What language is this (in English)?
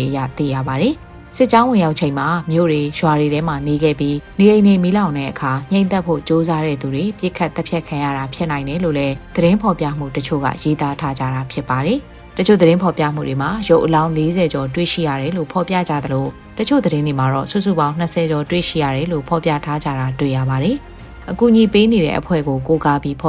Burmese